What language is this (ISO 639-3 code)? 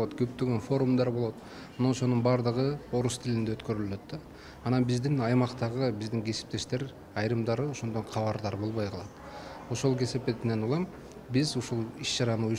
kir